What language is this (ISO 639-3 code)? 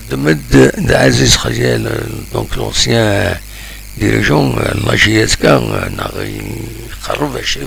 kab